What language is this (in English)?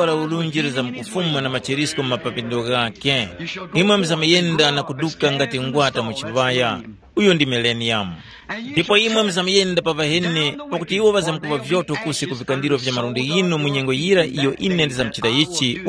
Tumbuka